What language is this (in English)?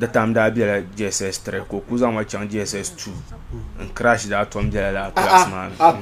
Dagbani